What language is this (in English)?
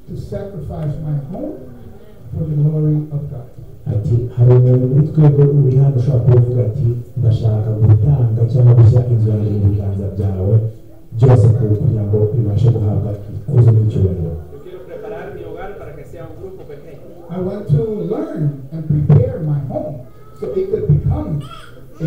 Kinyarwanda